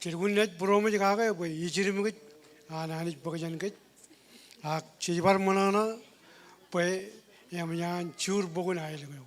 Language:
Marshallese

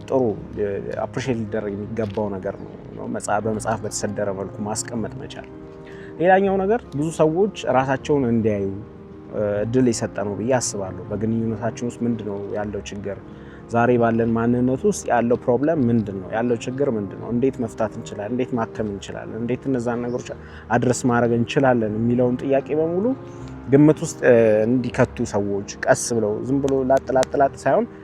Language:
Amharic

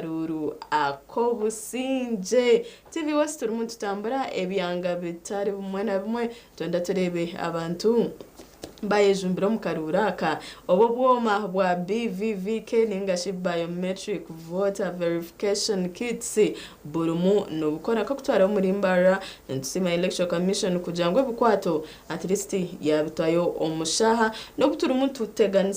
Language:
Nyankole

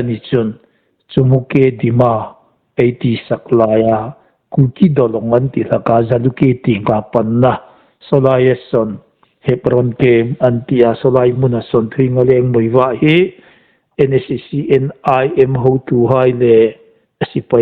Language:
Hmar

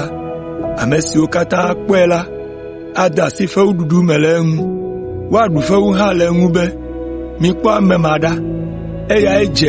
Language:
Ewe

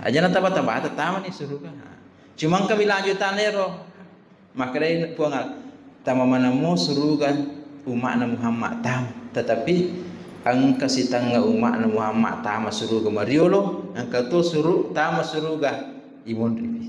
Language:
Buginese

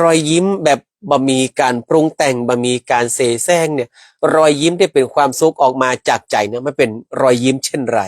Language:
Northern Thai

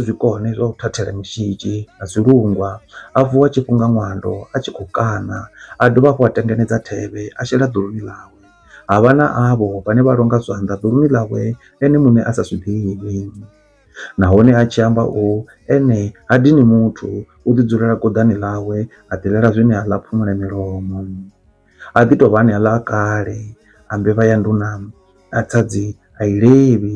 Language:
Venda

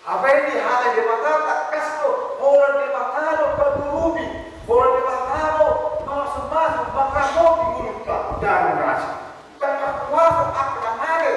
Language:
Batak Toba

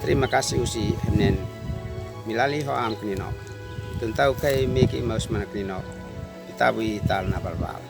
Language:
Uab Meto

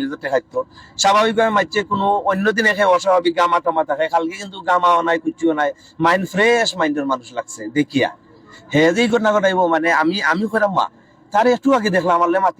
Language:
Sylheti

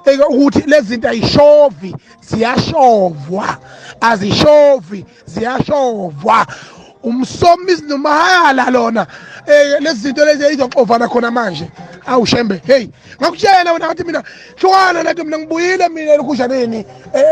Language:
Zulu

